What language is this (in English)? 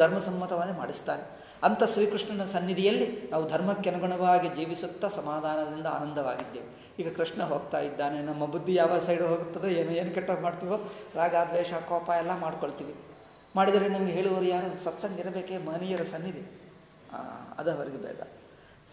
Kannada